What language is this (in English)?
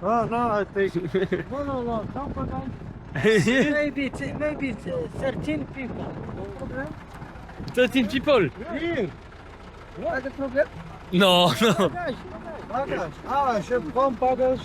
Luxembourgish